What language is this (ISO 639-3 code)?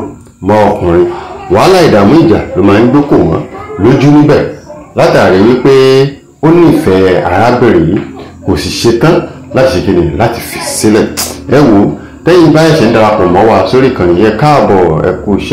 yor